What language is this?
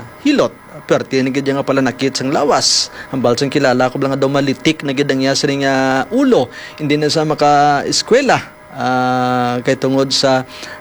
Hiligaynon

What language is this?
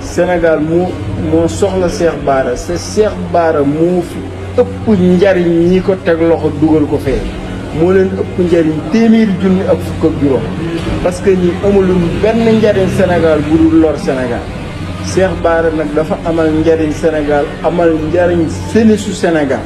Wolof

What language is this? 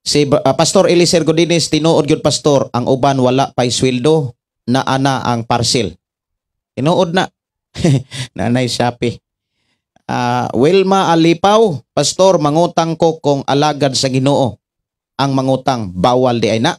Cebuano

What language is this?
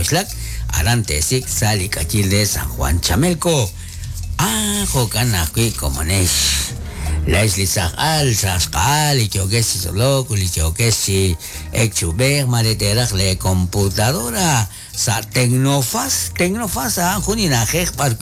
Kekchí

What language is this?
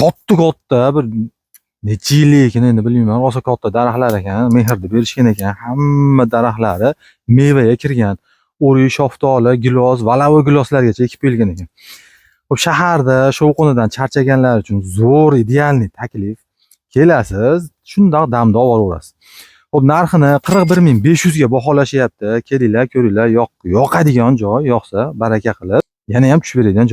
Uzbek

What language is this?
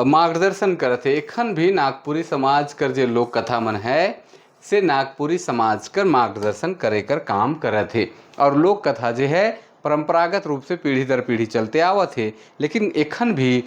Sadri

